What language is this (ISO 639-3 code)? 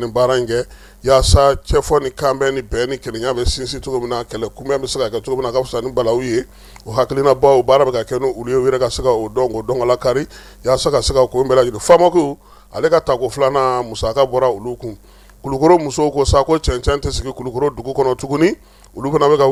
bam